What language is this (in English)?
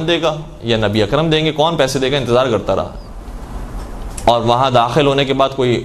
Urdu